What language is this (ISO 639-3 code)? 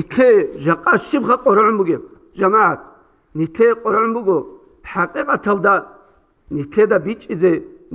ava